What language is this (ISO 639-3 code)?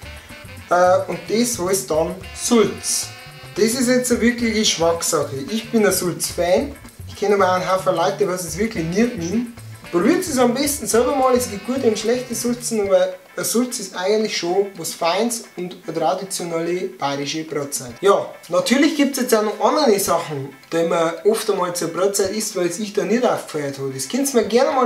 bar